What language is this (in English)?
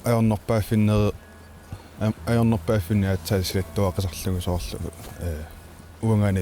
Kalaallisut